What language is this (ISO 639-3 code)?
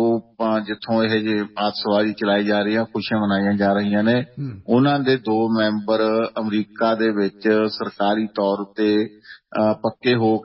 pan